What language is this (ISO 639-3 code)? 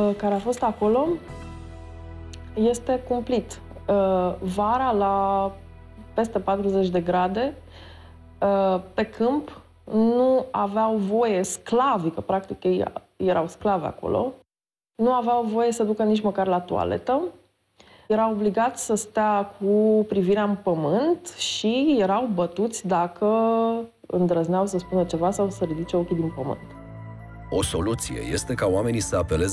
ron